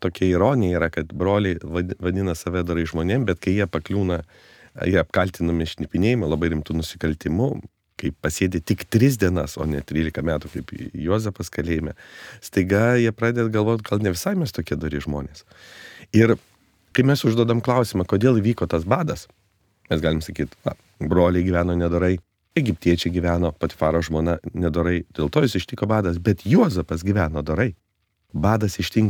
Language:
Lithuanian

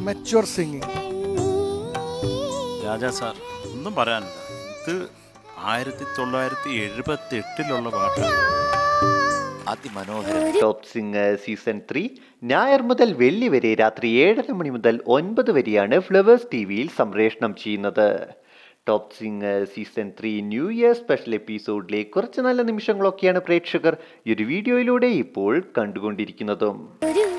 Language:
Malayalam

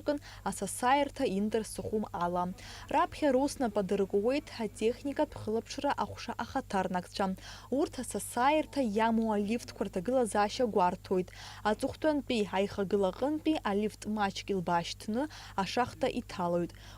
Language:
Abkhazian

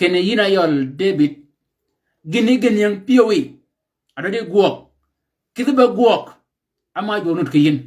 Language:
Shilluk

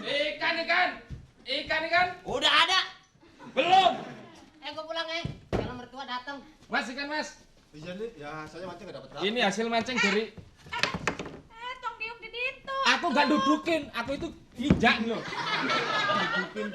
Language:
Betawi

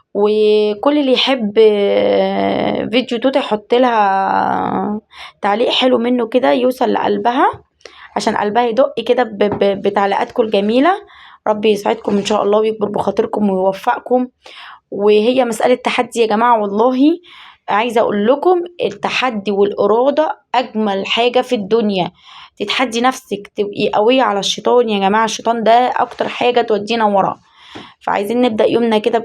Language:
Egyptian Arabic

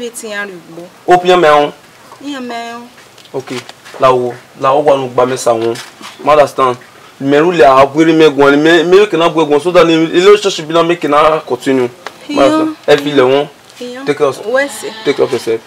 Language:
Bini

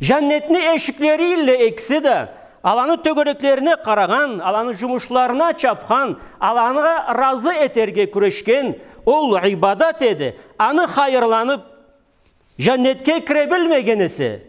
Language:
Karachay-Balkar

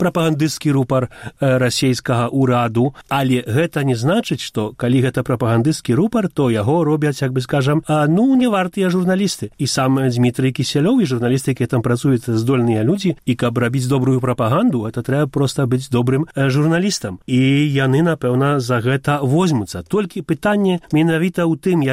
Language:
Belarusian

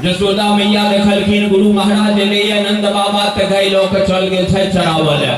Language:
Maithili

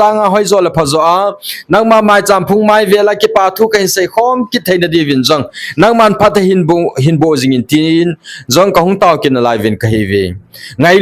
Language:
Thado Chin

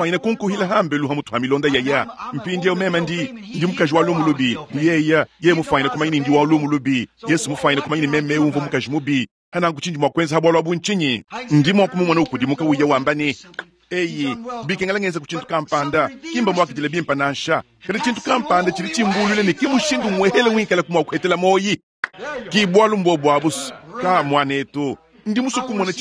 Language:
Luba-Lulua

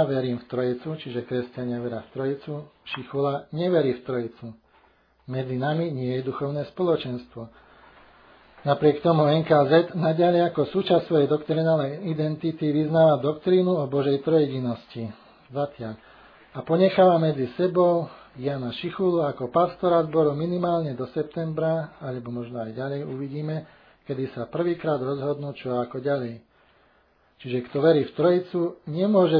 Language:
Slovak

